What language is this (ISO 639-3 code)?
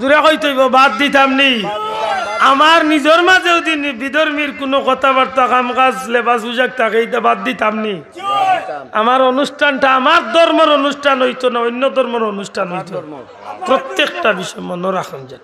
syl